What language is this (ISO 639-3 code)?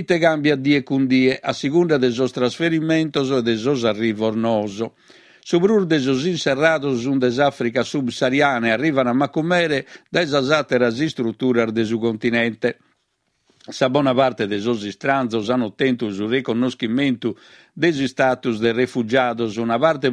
srd